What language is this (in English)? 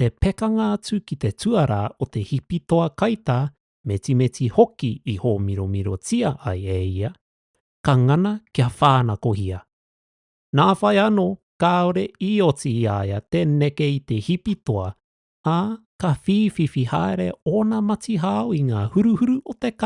Māori